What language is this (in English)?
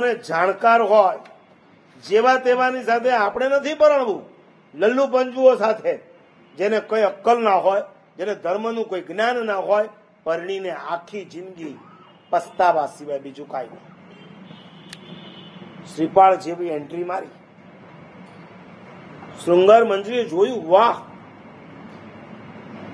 Gujarati